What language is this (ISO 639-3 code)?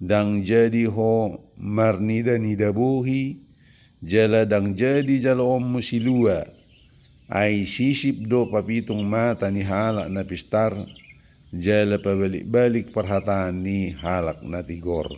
bbc